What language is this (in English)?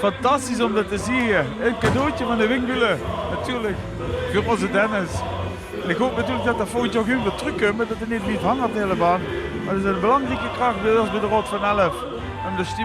Limburgish